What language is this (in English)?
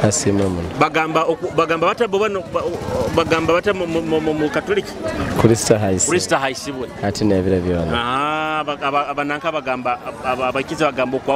Nyoro